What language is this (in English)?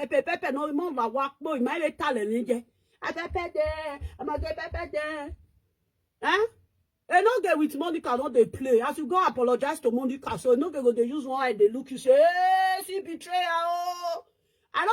Nigerian Pidgin